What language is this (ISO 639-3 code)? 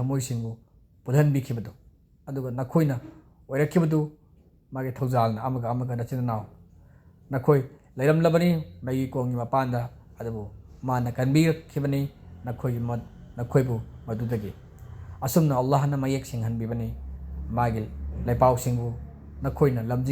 mni